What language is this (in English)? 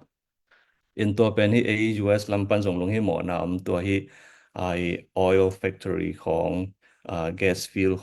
Tedim Chin